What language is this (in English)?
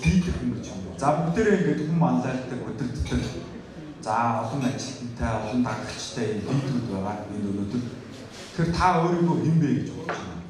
Mongolian